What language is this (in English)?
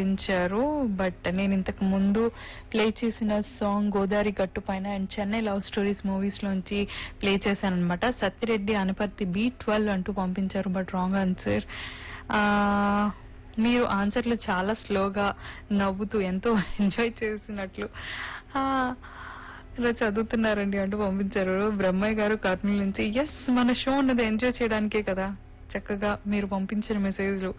Telugu